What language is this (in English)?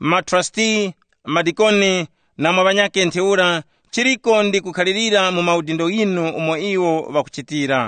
Tumbuka